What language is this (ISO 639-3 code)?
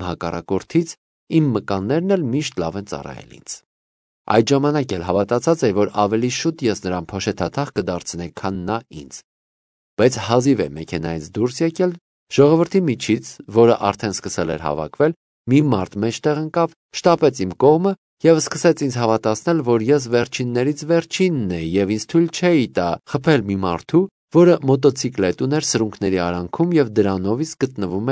hye